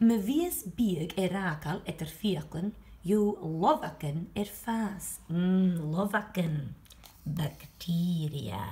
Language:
Scottish Gaelic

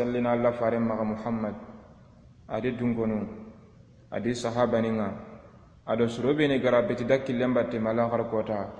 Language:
Soninke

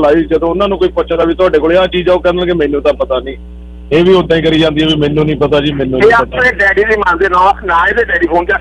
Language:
Punjabi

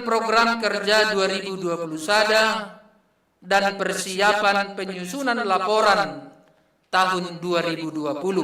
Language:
Batak Simalungun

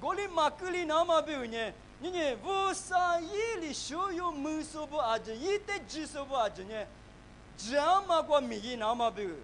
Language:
Lisu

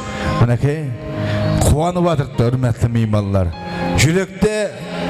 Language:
Kara-Kalpak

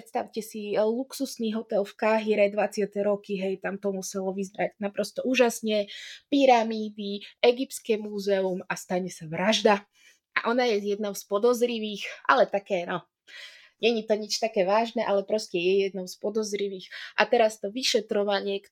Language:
Slovak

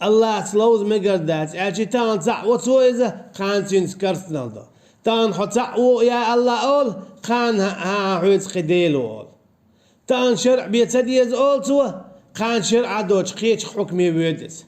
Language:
Chechen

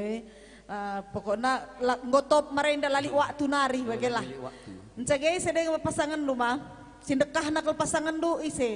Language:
Batak Karo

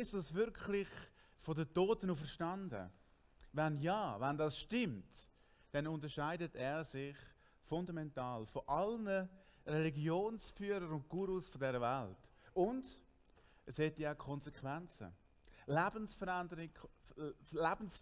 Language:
Swiss German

